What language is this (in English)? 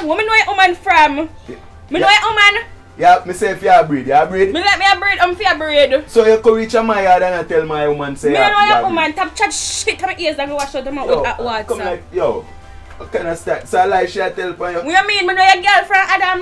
Jamaican Creole English